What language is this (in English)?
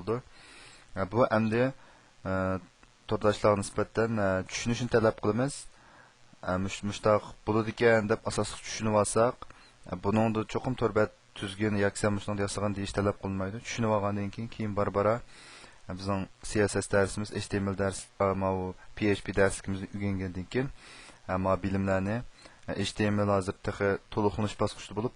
Uyghur